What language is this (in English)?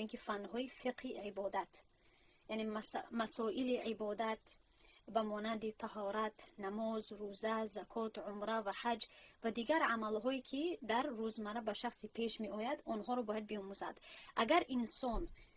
Tajik